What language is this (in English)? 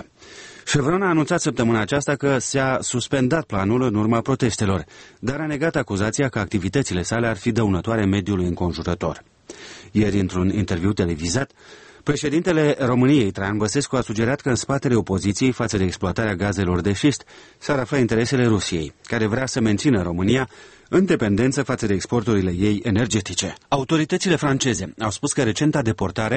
Romanian